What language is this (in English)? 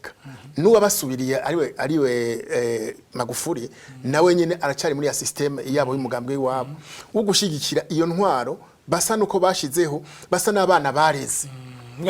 Rundi